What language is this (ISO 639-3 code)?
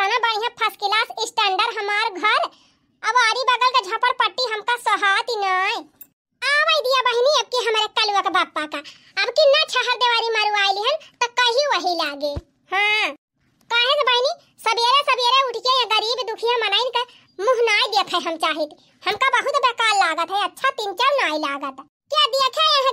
awa